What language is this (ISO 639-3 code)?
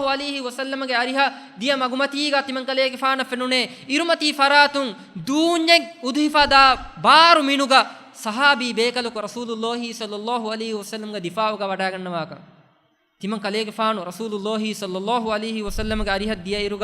div